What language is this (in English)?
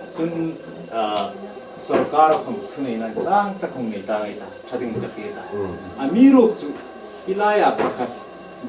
Hmar